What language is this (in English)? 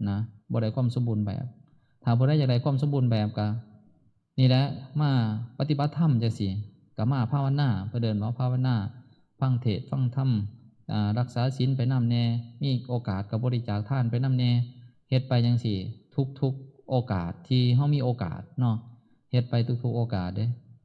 Northeastern Thai